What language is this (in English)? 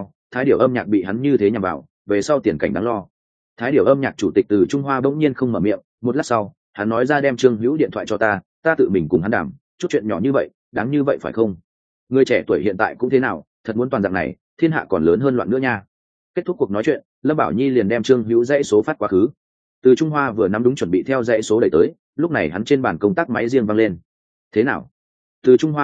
Vietnamese